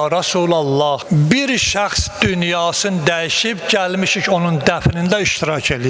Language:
Azerbaijani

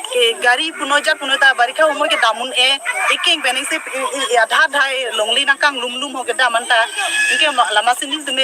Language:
Karbi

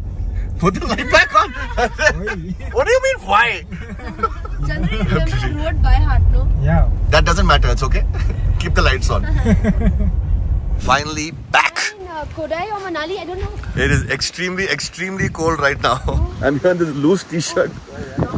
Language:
English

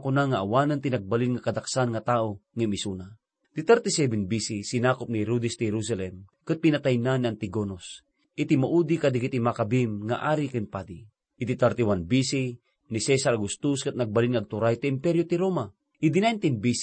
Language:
Iloko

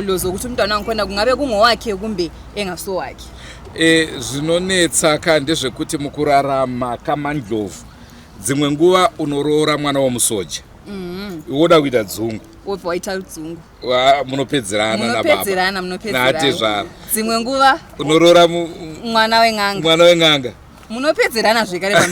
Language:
Shona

